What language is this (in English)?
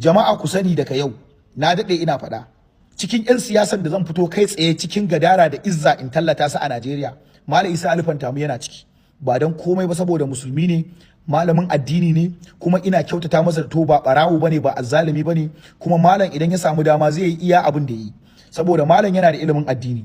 Hausa